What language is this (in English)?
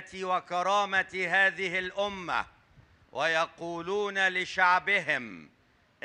Arabic